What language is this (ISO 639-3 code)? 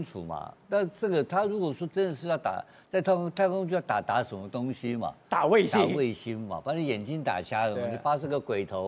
zho